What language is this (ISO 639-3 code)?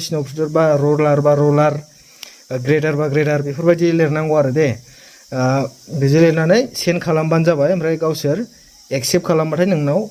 brx